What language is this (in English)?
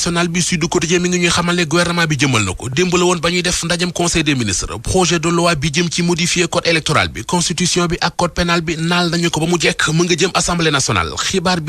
Wolof